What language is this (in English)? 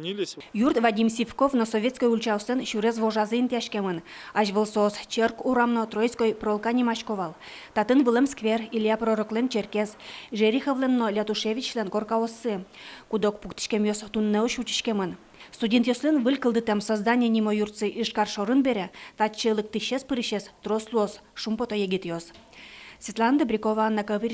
Udmurt